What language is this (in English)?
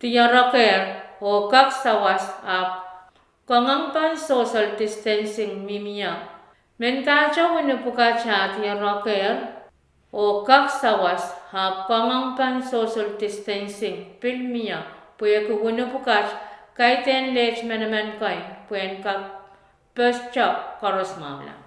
Pohnpeian